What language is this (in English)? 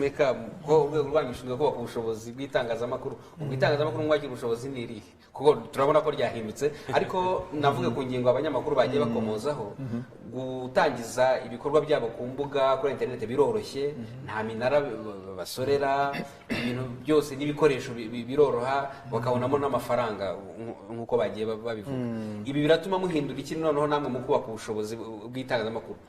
Kinyarwanda